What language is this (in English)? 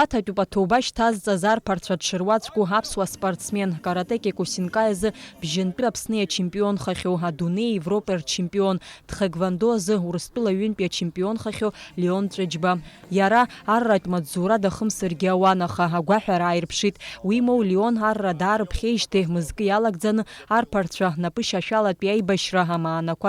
Abkhazian